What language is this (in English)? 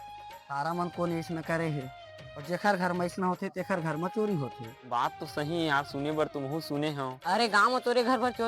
Chhattisgarhi